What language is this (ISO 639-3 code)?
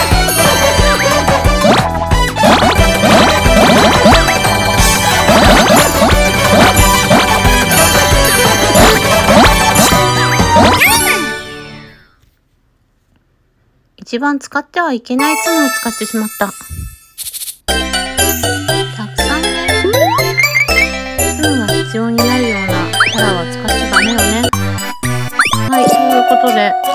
jpn